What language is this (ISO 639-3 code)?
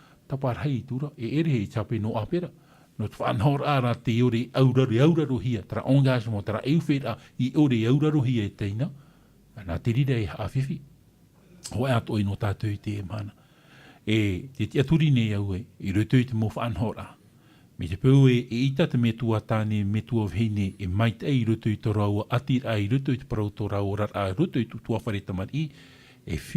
tah